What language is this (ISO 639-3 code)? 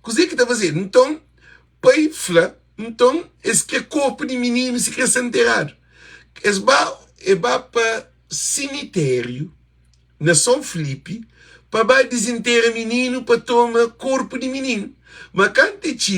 kea